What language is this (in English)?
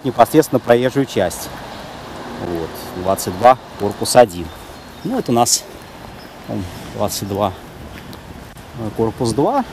Russian